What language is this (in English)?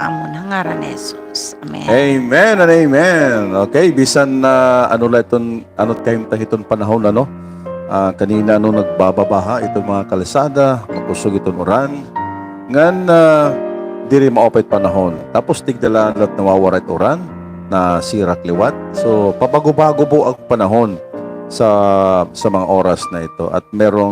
Waray